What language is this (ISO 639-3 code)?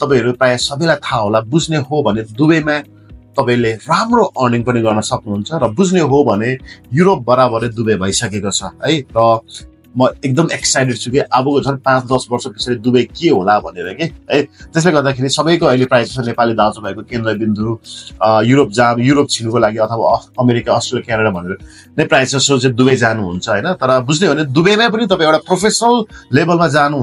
nep